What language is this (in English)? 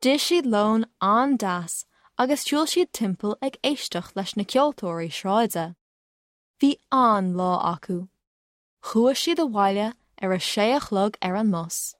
Irish